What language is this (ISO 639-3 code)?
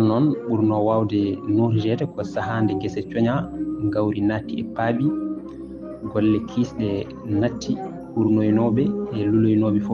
ful